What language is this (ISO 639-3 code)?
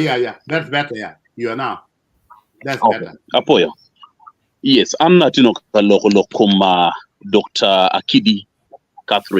ach